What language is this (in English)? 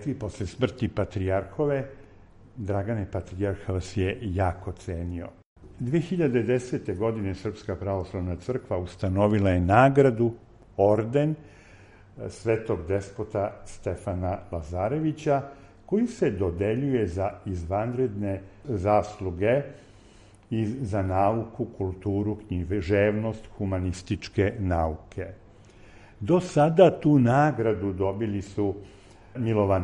Serbian